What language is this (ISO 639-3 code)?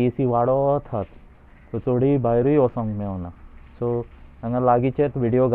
kok